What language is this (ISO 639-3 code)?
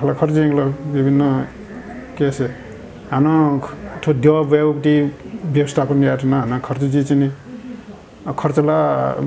new